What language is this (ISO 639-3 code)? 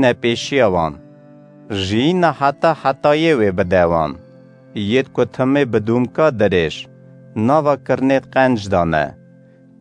kur